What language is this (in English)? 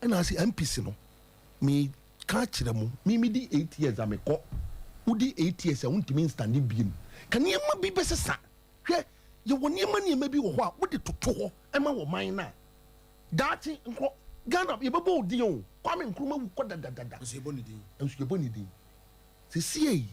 Akan